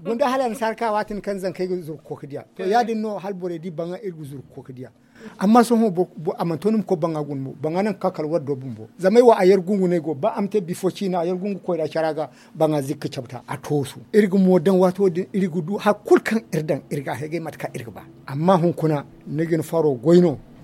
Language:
Zarma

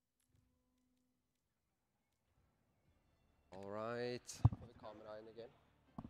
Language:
Norwegian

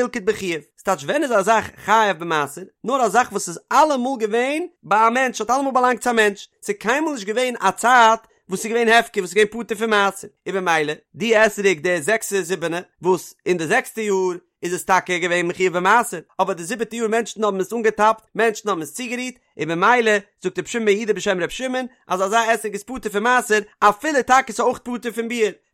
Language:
Yiddish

